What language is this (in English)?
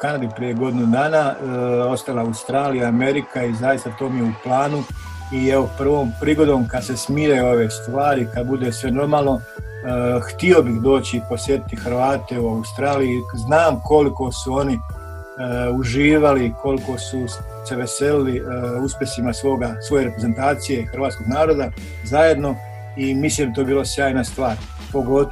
Croatian